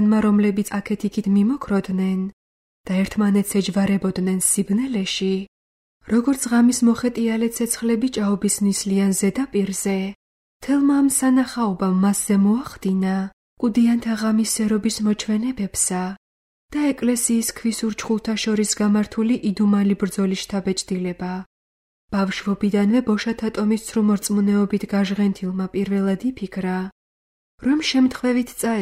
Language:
Georgian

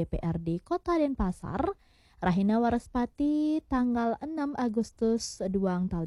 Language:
Balinese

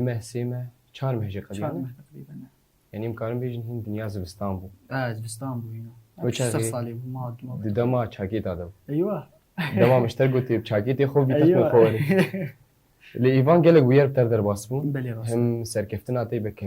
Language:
Kurdish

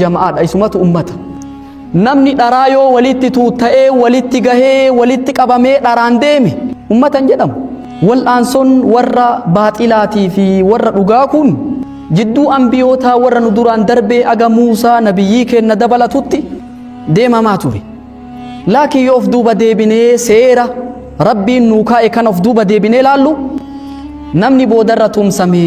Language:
Oromo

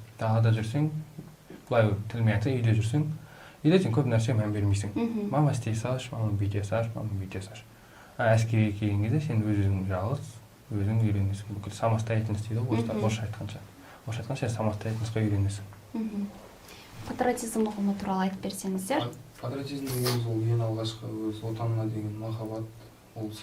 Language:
Kazakh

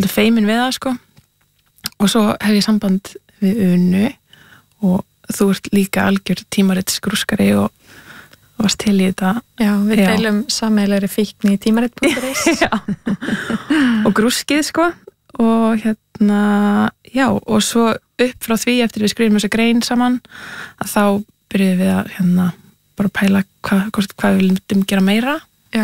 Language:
Icelandic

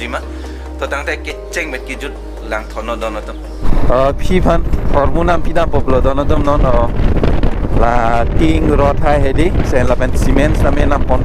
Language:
Karbi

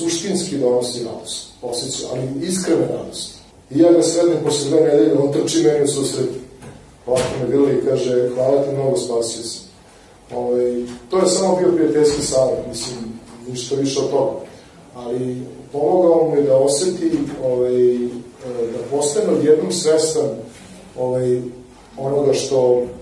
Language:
Serbian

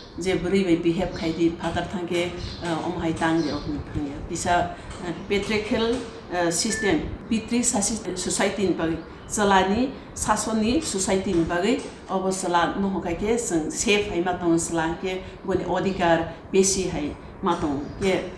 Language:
Kok Borok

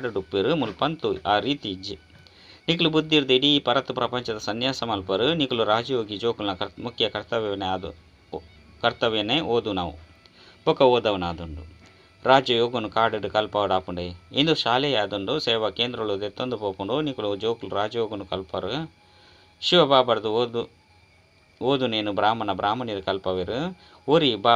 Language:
Tulu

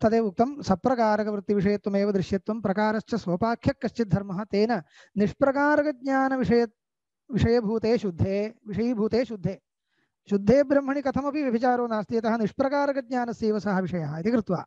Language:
Sanskrit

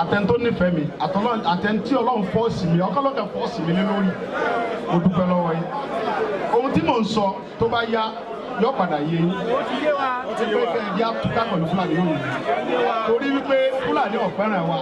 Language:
Yoruba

